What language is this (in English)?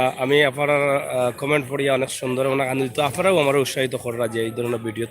Sylheti